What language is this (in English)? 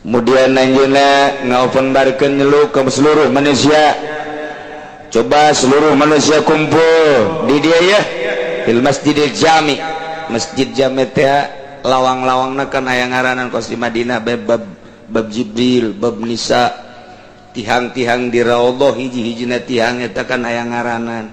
Sundanese